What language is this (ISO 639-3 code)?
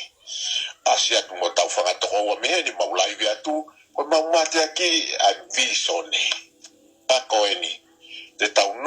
ton